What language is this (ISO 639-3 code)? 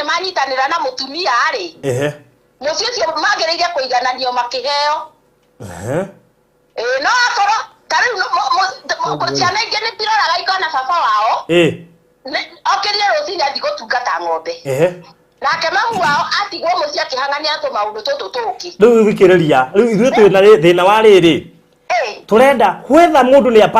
kik